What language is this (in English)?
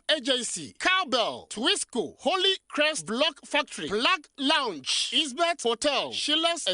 Akan